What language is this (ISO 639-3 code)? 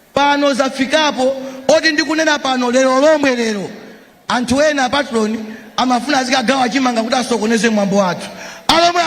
nya